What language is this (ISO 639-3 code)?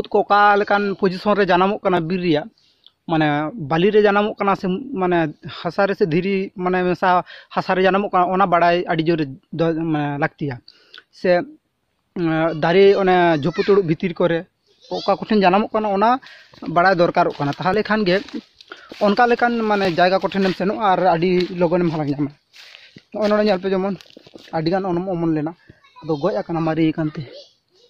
sat